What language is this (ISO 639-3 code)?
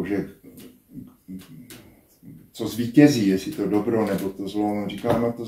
ces